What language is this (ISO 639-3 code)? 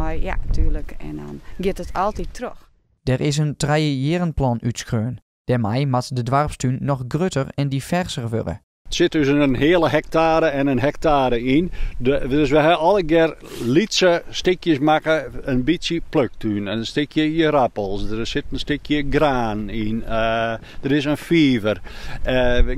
fry